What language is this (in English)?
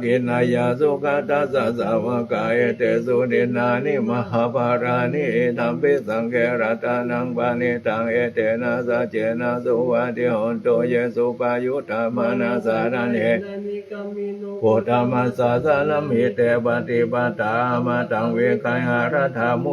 Pali